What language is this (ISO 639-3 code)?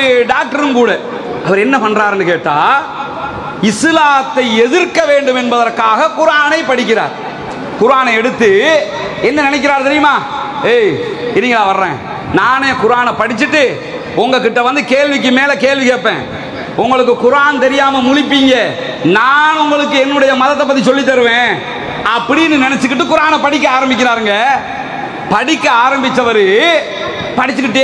tam